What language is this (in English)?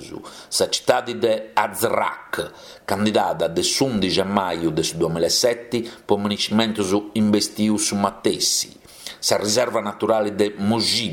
Sardinian